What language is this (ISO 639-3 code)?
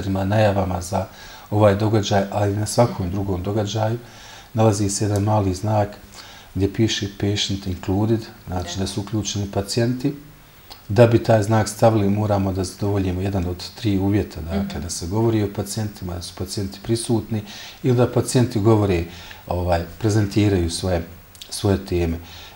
bos